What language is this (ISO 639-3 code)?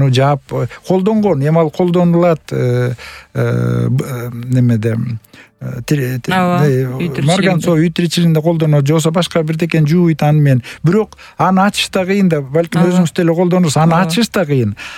kir